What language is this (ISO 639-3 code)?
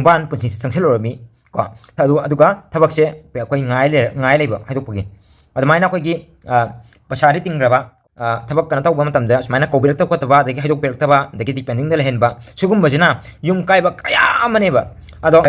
mni